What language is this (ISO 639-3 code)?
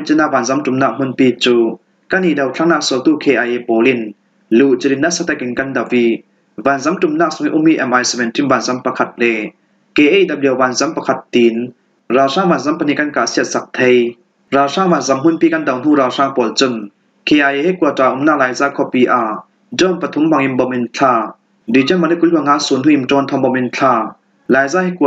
cfm